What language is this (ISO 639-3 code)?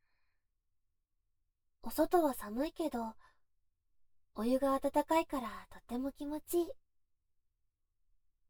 jpn